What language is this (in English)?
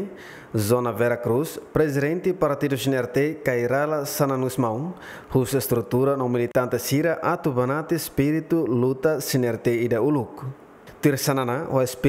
Tetum